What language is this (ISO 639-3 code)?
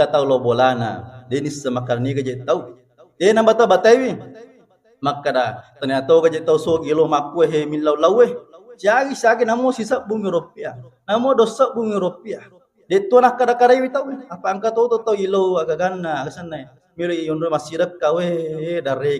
bug